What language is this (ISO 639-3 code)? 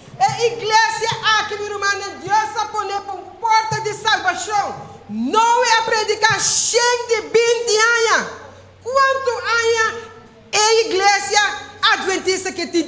pap